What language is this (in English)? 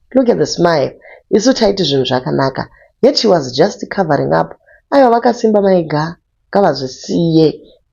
Shona